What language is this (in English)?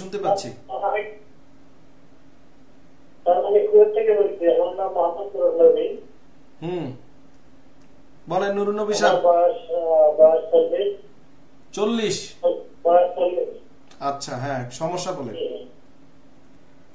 Bangla